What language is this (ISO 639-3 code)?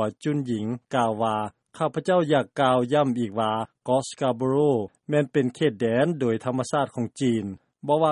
lao